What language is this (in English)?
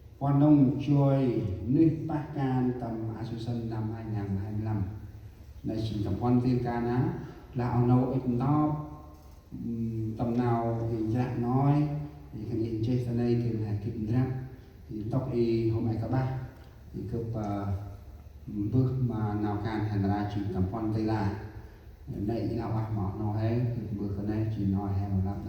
Central Mnong